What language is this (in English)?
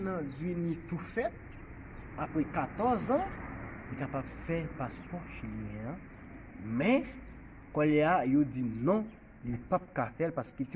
Haitian Creole